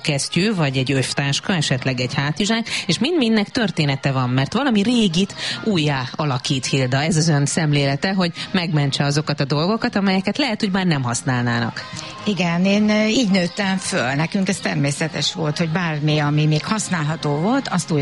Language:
Hungarian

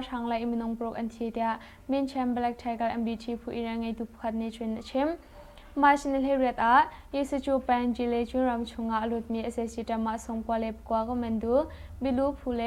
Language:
Hakha Chin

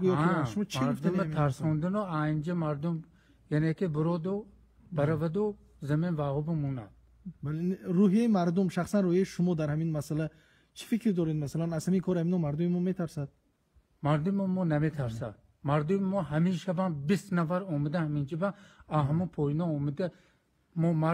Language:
Tajik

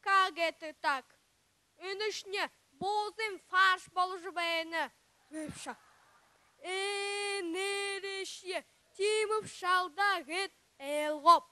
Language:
Buriat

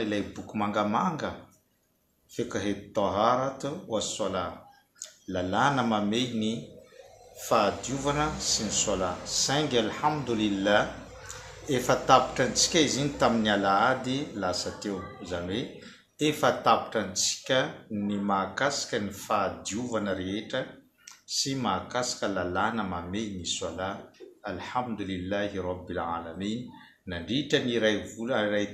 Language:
Malagasy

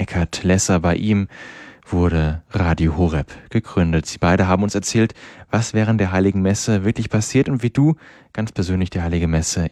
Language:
German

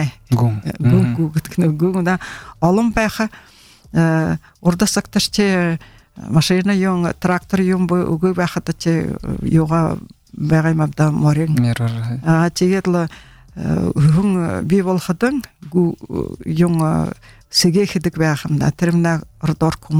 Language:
Buriat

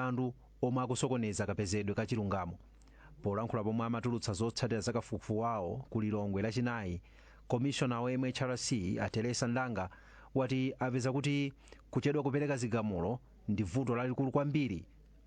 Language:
Nyanja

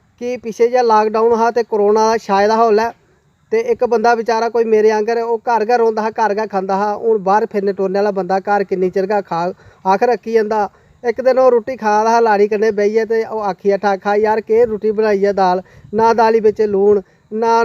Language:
Dogri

